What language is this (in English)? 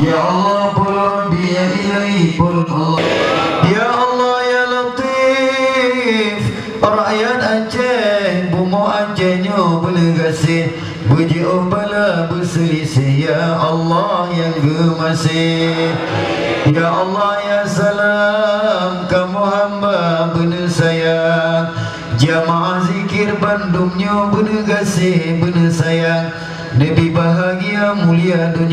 Achinese